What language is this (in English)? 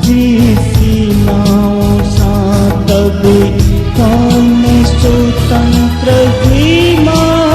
Newari